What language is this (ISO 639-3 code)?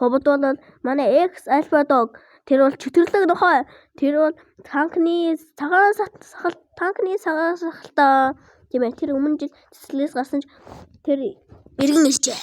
mon